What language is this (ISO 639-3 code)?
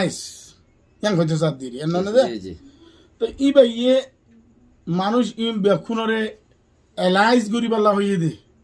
rhg